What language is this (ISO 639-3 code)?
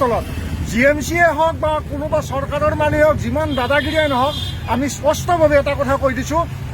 asm